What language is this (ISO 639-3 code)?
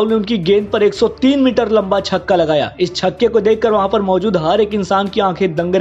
hin